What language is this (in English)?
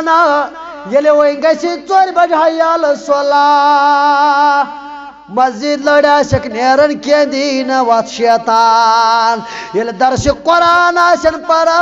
Kashmiri